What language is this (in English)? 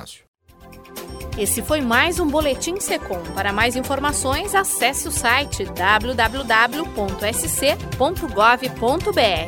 Portuguese